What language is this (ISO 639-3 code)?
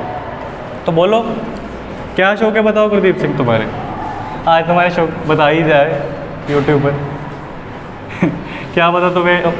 hin